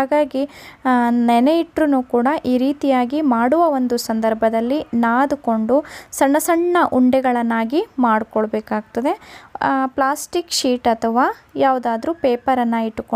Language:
Kannada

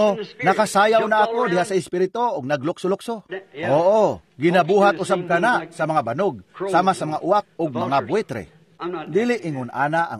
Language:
Cebuano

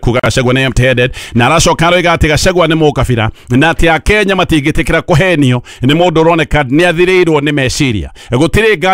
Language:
Kikuyu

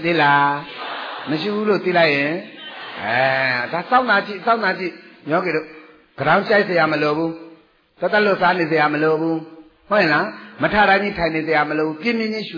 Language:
Burmese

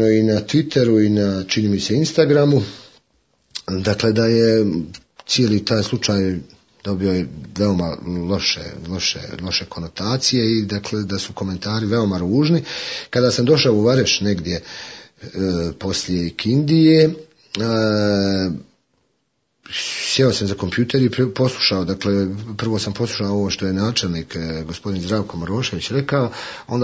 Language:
Bosnian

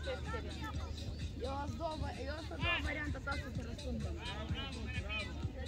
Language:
Romanian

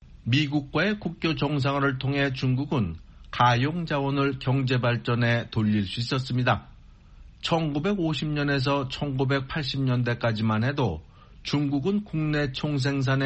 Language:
Korean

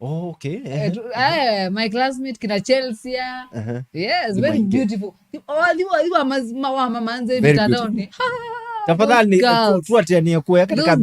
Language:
Kamba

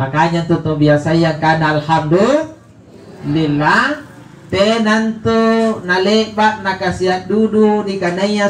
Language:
Makasar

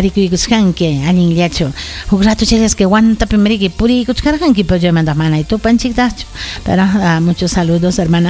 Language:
Ayacucho Quechua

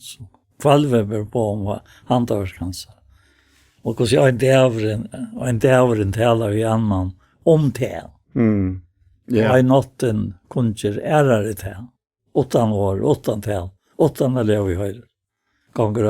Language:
Faroese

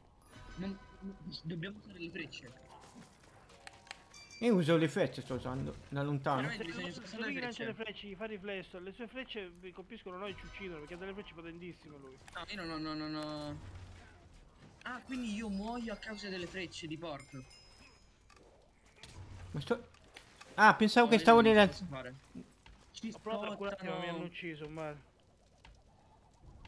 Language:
Italian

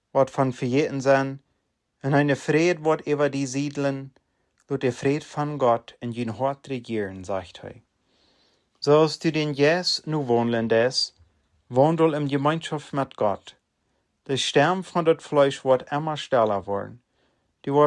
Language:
Plautdietsch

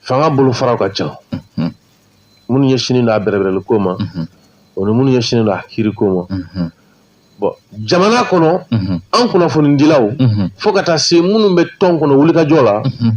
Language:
Bambara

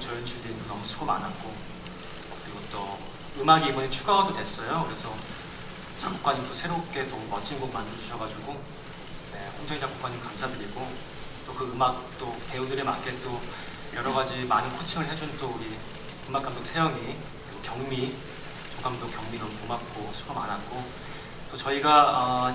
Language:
Korean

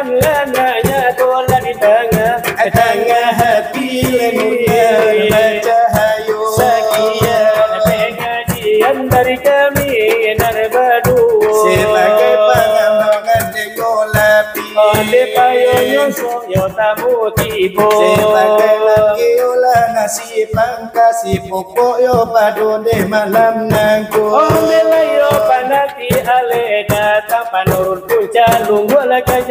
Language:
Minangkabau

